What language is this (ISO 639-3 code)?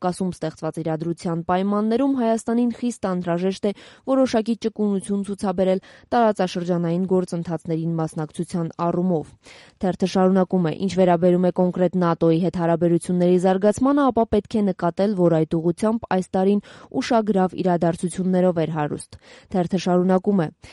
hye